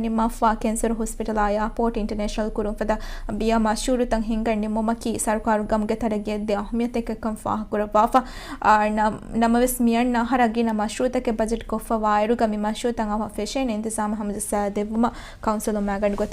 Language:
Divehi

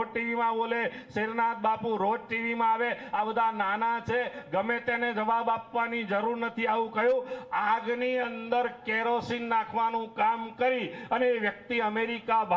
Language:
Gujarati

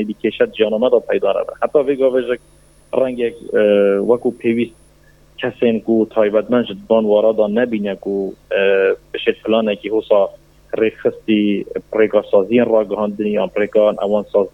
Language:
Kurdish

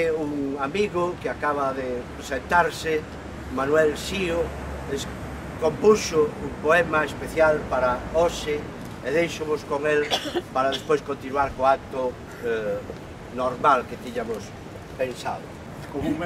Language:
Galician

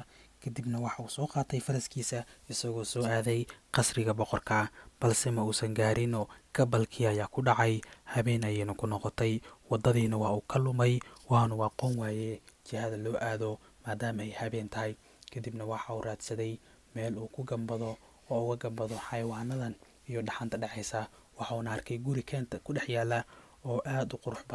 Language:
Somali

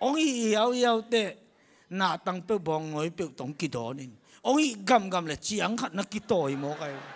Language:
Tedim Chin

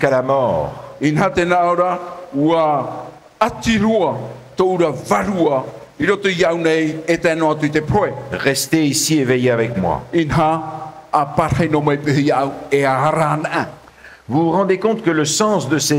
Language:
Tahitian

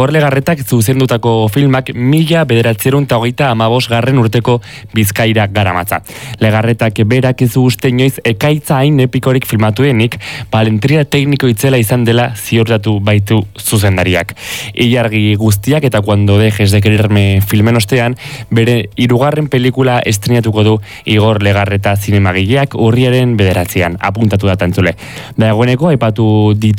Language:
Basque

